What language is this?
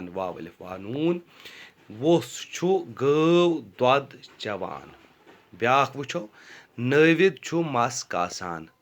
Kashmiri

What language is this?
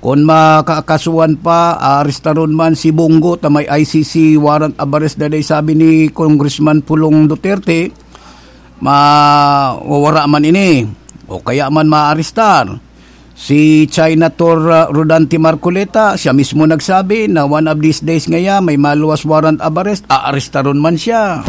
Bikol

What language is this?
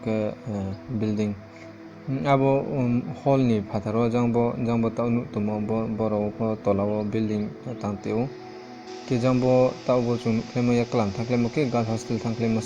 Riang (India)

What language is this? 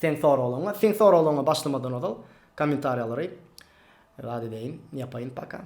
Turkmen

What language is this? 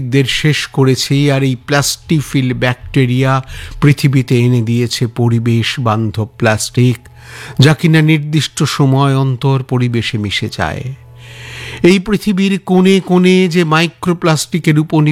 Bangla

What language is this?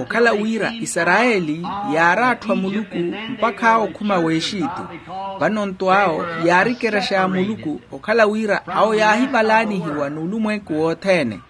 Makhuwa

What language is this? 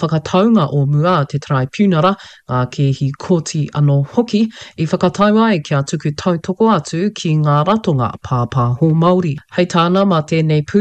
Māori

